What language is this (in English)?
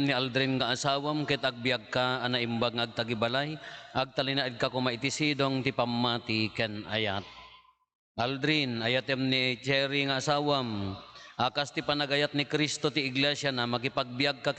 Iloko